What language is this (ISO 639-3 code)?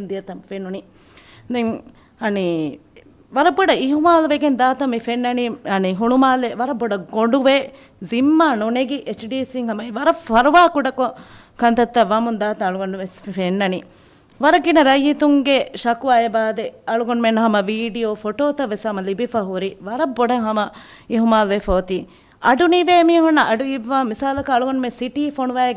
div